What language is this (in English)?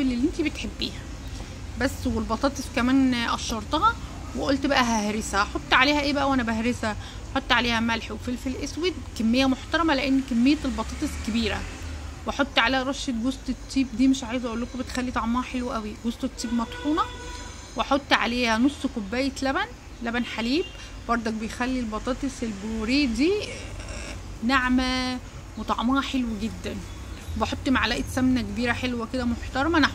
Egyptian Arabic